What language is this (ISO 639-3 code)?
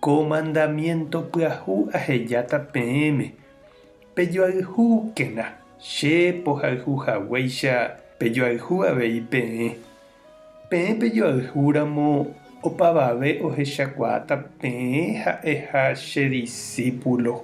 grn